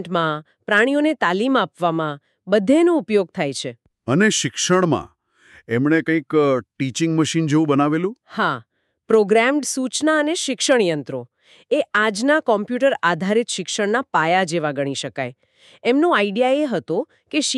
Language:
Gujarati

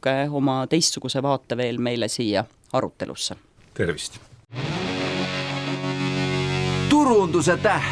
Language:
Estonian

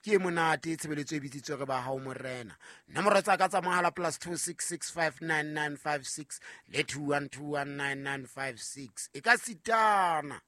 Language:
Southern Sotho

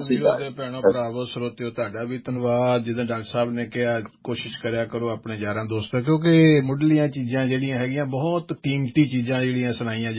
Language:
Punjabi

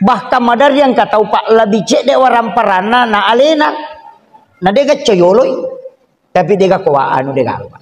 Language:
Buginese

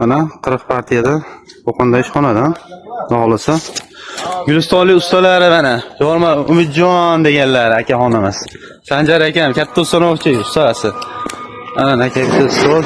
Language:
Uzbek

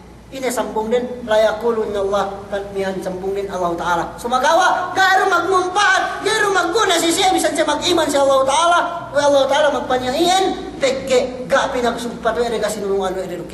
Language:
Yakan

